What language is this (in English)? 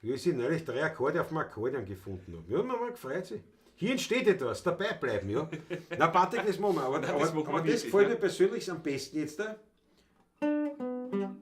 Bavarian